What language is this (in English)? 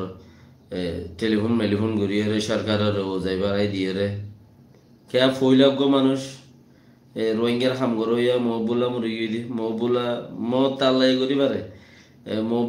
Rohingya